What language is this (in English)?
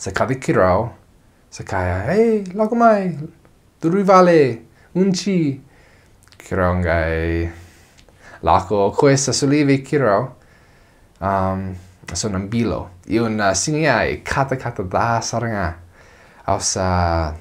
Fijian